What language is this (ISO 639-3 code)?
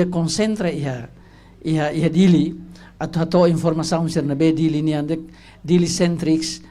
tet